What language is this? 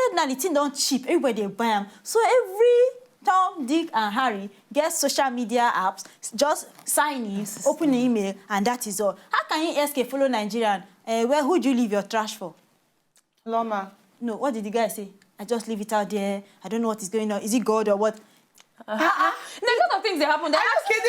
Nigerian Pidgin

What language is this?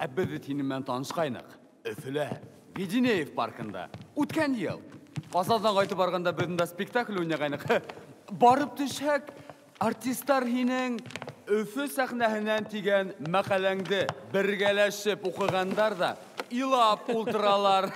Bashkir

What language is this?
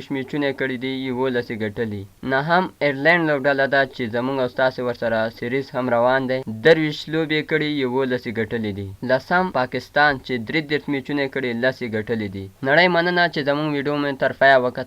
Pashto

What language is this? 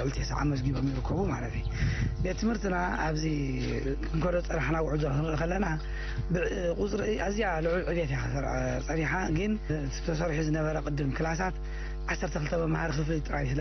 Tigrinya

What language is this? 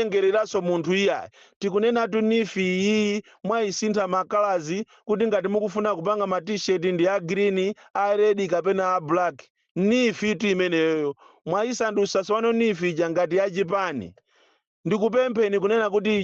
Nyanja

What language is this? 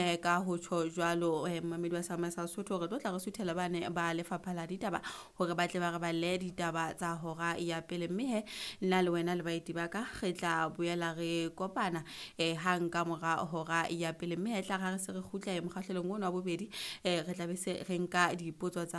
Southern Sotho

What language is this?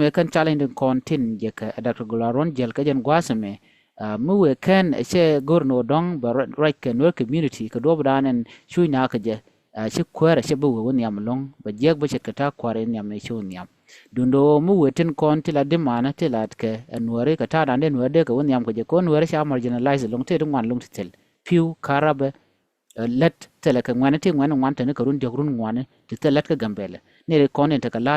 Nuer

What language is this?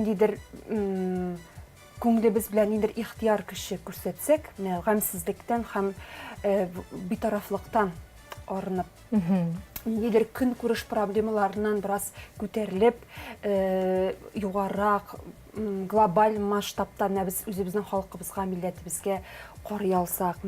Tatar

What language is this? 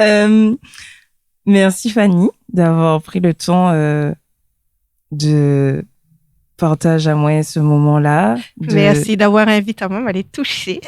Réunion Creole French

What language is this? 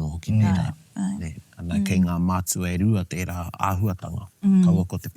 Māori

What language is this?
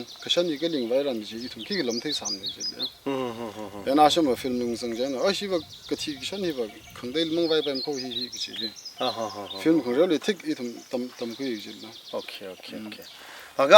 Tangkhul Naga (India)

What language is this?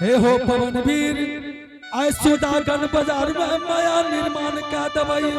Angika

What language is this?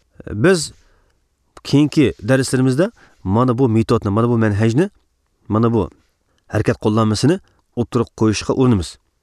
Uyghur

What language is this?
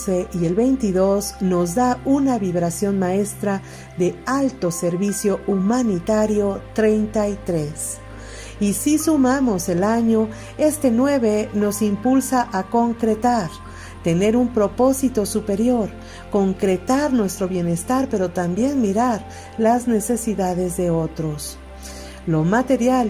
Spanish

